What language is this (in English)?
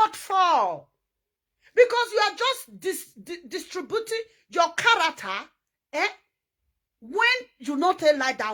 Nigerian Pidgin